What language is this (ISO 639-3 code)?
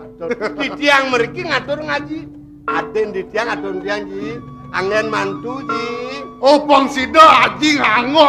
ban